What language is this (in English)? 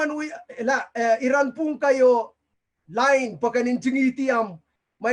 Pohnpeian